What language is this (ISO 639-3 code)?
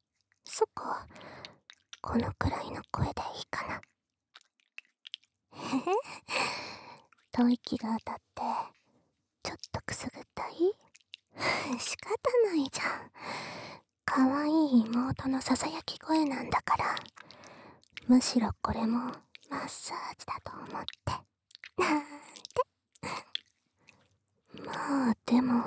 jpn